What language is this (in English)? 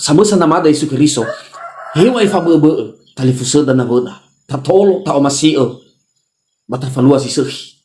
Nias